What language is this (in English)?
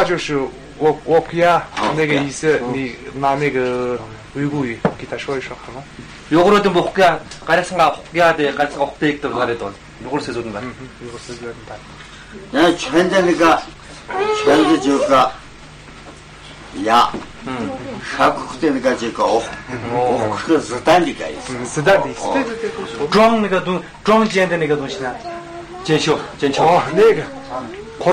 Kazakh